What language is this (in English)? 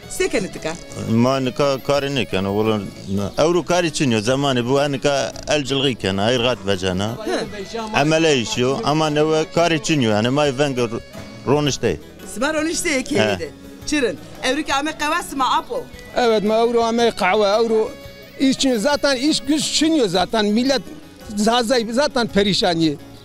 Zaza